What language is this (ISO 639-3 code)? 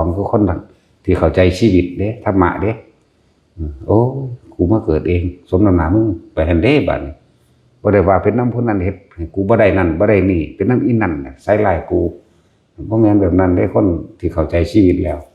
lao